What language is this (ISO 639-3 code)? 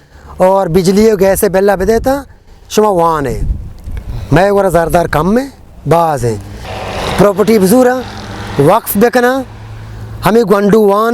bgp